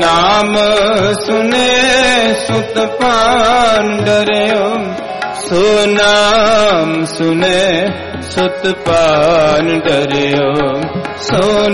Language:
Punjabi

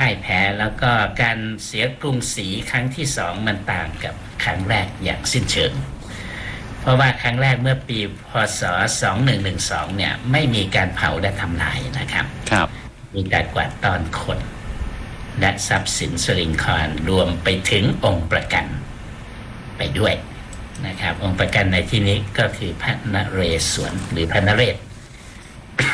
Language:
Thai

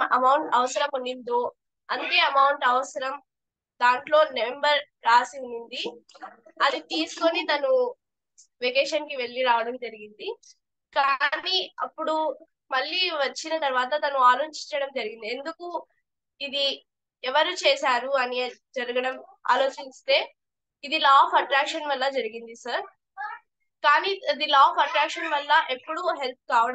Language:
Telugu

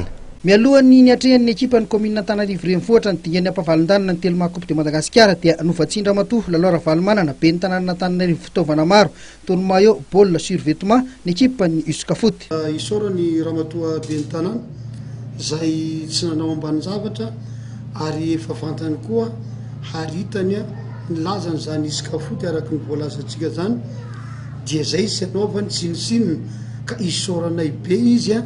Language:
Malagasy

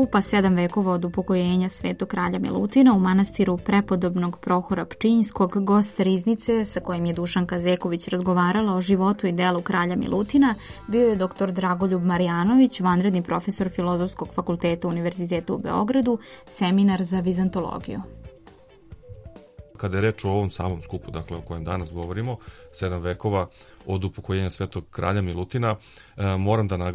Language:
Serbian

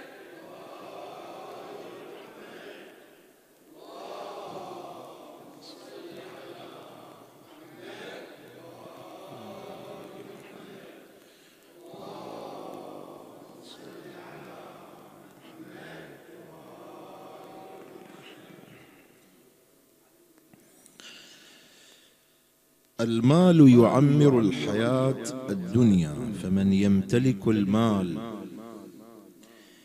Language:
Arabic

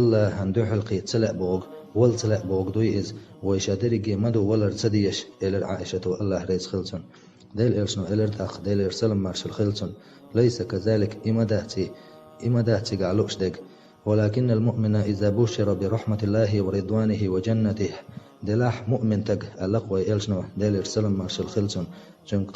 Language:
Chechen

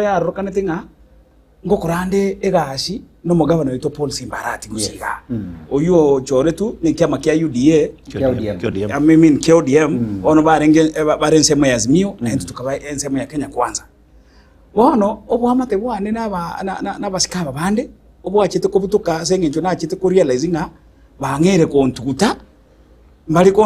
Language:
Gusii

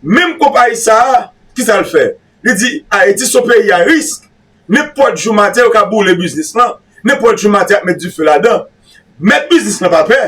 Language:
Haitian Creole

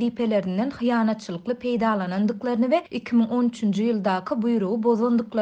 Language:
Turkmen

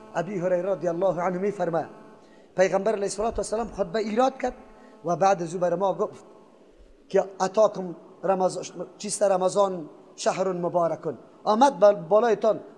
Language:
Persian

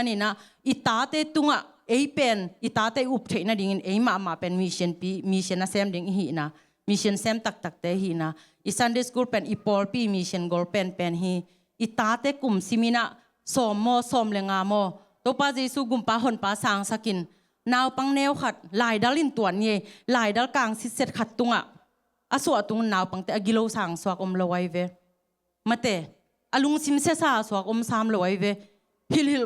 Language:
Tedim Chin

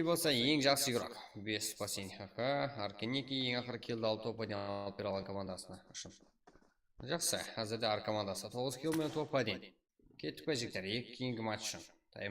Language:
Kara-Kalpak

